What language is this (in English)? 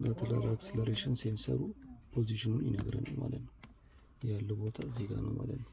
Amharic